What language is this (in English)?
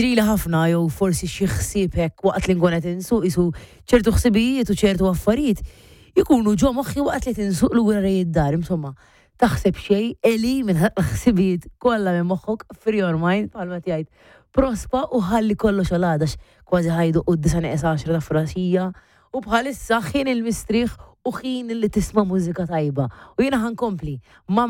Maltese